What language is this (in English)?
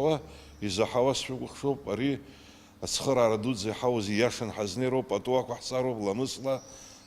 Abkhazian